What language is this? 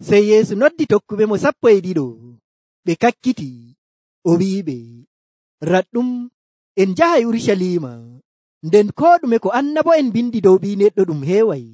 Nigerian Fulfulde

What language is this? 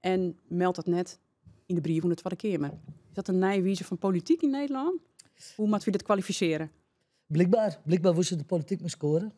Western Frisian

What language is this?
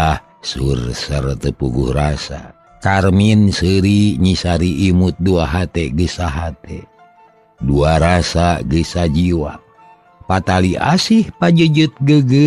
Sundanese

